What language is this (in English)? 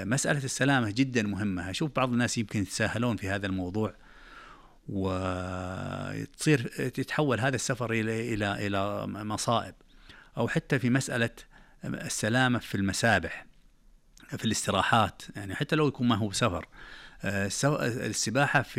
Najdi Arabic